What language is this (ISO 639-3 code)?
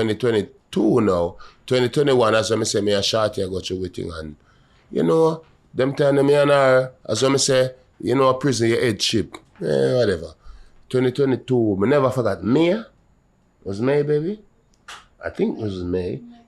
jam